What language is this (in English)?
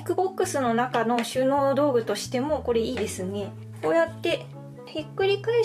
Japanese